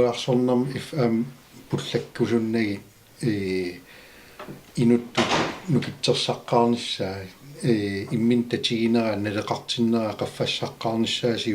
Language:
Kalaallisut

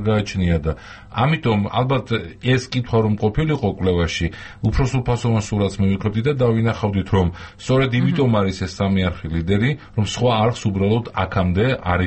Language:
Georgian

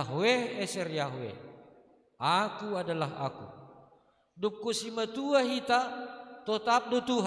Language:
Batak Simalungun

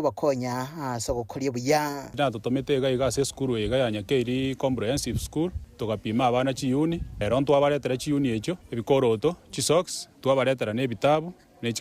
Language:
Gusii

